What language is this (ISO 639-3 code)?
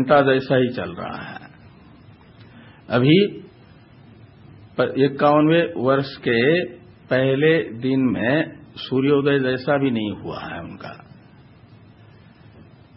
hin